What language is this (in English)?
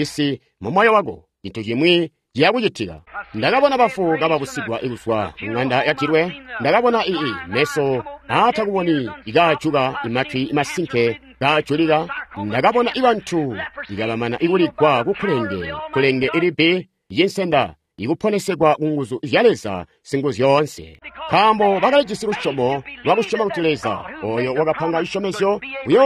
Tonga (Zambia)